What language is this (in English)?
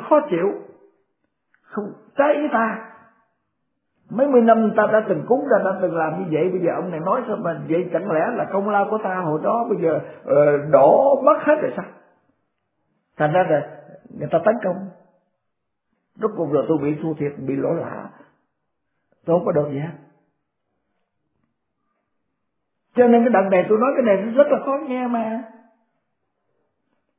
Vietnamese